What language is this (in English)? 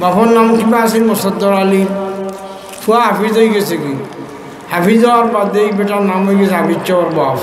Sylheti